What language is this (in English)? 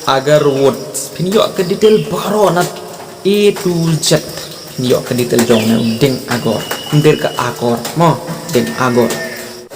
Khasi